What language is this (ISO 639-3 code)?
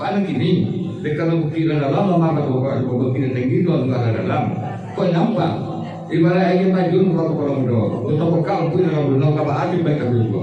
min